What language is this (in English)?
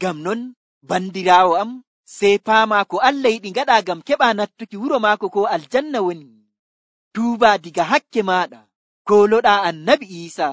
Nigerian Fulfulde